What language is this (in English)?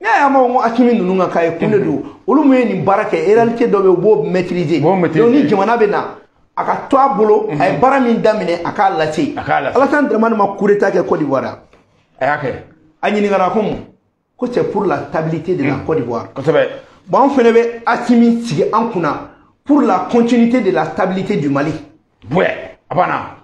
Bambara